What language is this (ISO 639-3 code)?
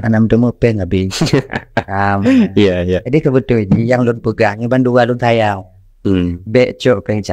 ace